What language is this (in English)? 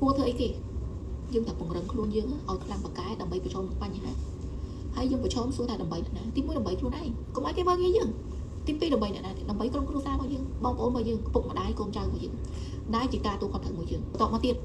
Khmer